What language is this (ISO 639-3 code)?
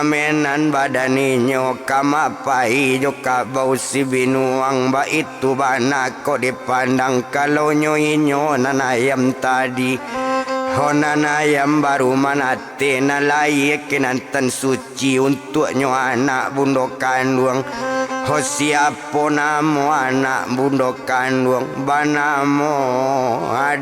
min